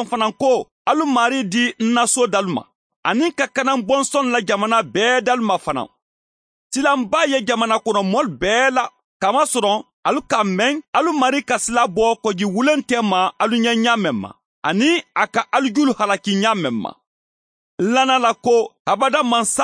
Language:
Bambara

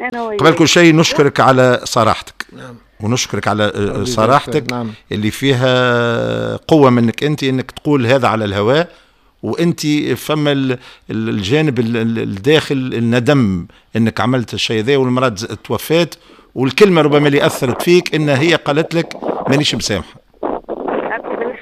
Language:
Tunisian Arabic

